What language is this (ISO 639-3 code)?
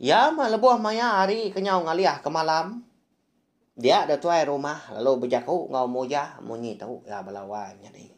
iba